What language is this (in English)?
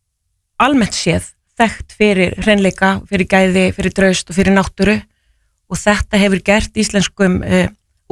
Icelandic